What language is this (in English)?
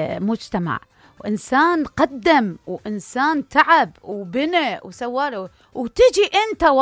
Mesopotamian Arabic